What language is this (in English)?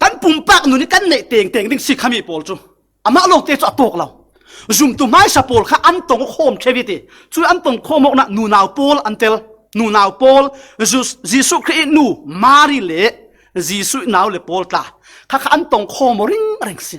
Falam Chin